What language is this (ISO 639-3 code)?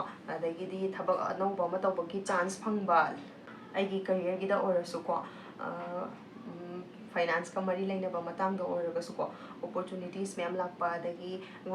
mni